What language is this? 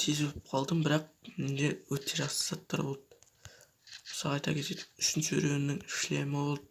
Kazakh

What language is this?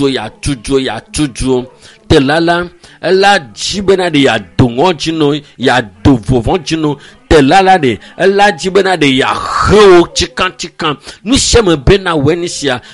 Ewe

